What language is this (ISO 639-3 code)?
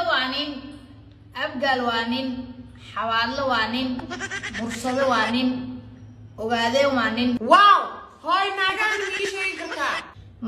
som